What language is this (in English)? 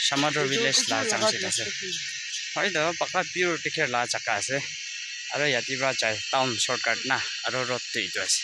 Naga Pidgin